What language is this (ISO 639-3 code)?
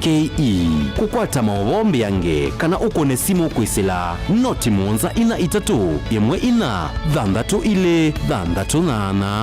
kam